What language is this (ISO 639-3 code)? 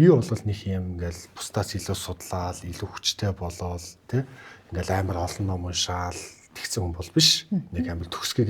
mon